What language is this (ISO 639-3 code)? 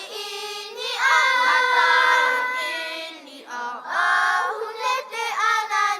tah